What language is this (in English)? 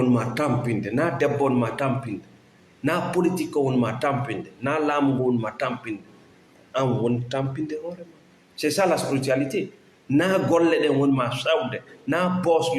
Fula